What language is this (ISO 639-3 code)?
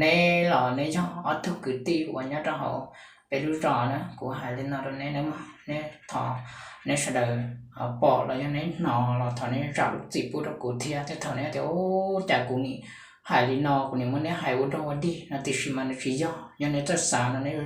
hmn